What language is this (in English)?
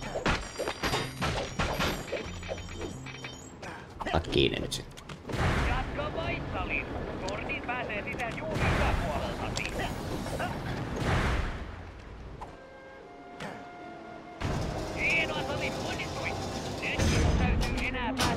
Finnish